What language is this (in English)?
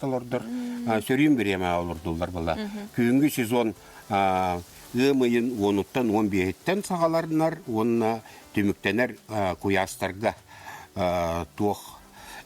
Yakut